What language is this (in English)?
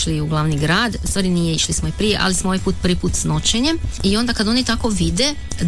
Croatian